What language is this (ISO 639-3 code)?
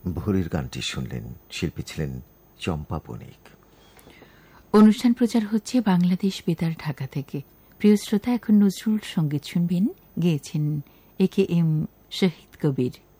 ben